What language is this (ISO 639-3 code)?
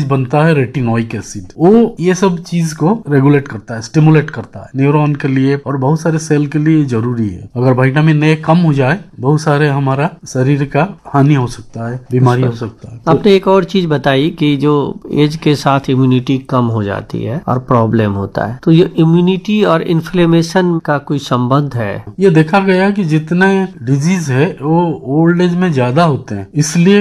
hin